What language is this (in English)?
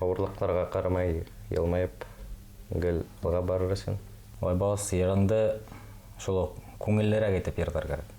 Bashkir